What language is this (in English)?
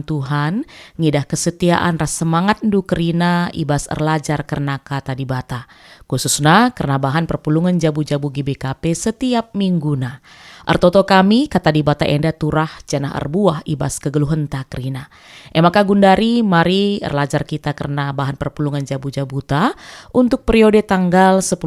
Batak Karo